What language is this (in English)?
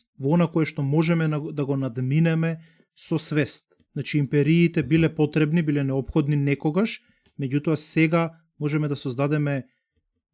Macedonian